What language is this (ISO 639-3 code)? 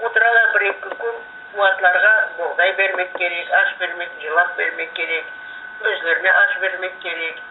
crh